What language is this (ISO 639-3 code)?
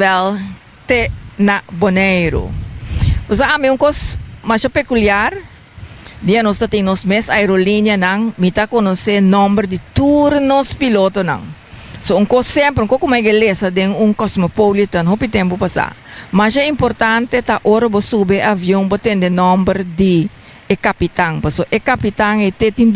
pap